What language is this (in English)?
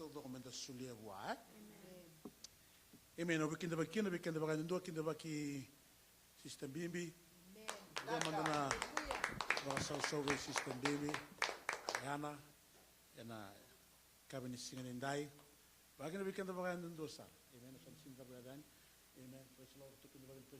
Fijian